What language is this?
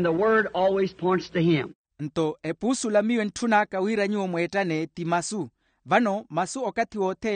Makhuwa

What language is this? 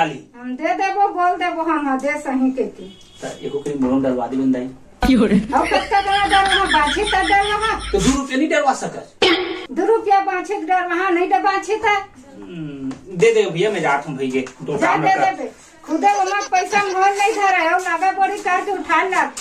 Chhattisgarhi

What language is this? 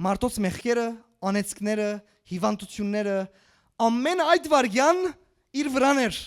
Western Armenian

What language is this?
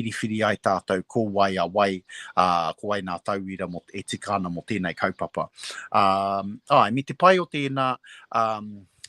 Māori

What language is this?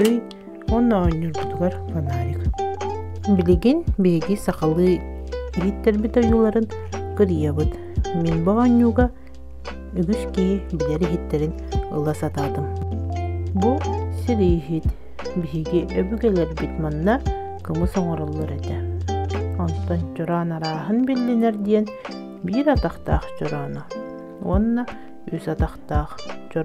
Yakut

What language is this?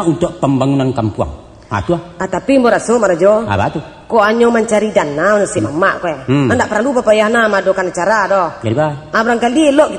Minangkabau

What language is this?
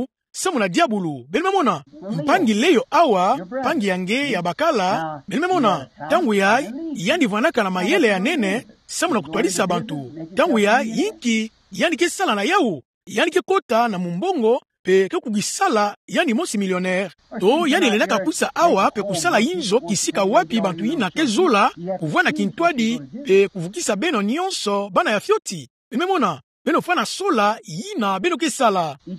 Kituba (Democratic Republic of Congo)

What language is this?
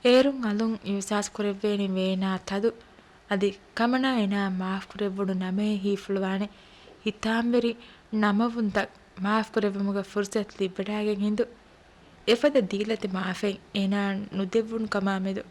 Divehi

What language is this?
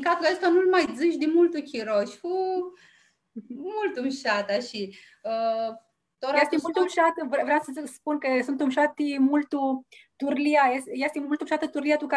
Aromanian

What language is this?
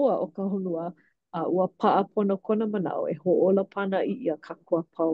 Hawaiian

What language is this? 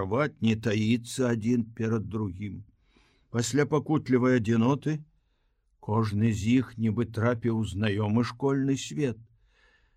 Belarusian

